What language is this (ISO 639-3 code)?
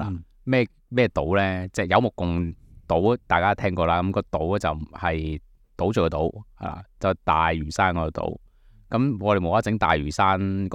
yue